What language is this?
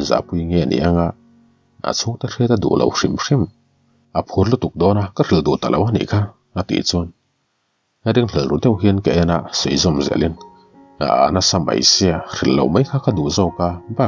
Mizo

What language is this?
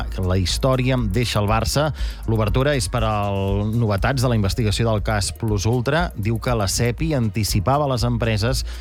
Catalan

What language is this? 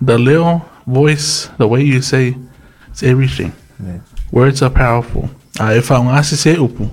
Samoan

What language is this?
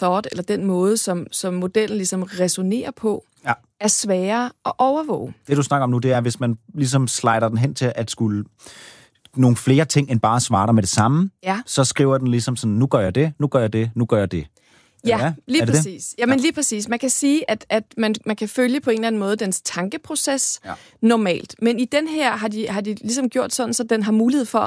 Danish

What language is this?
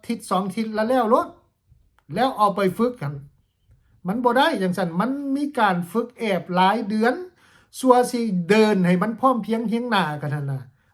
Lao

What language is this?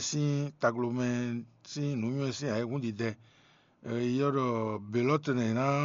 Fon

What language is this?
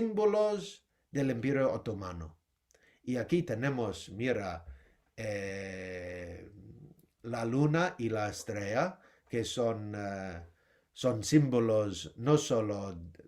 Ladino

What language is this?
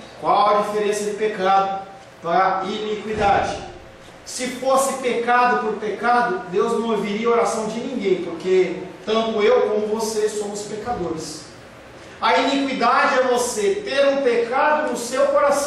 Portuguese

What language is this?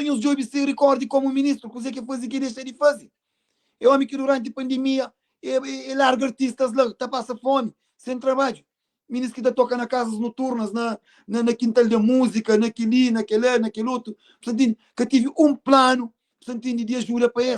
Kabuverdianu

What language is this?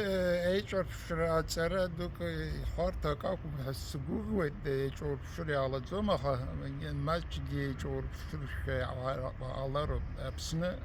Abkhazian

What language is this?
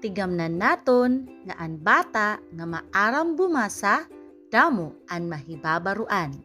Waray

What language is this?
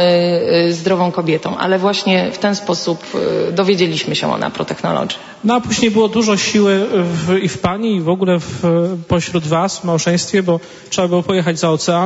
Polish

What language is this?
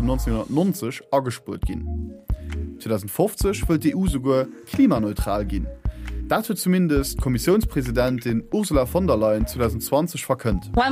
Luxembourgish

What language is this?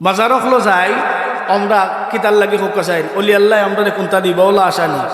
Sylheti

